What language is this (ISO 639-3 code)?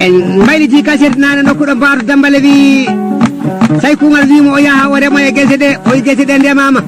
ful